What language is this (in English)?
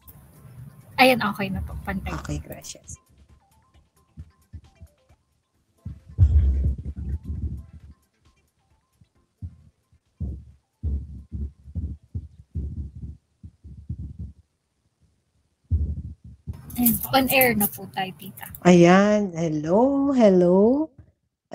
Filipino